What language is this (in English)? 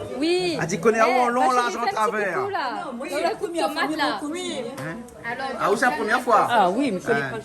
Réunion Creole French